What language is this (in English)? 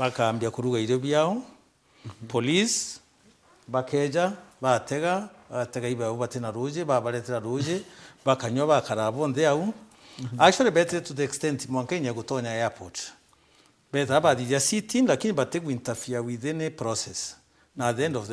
Meru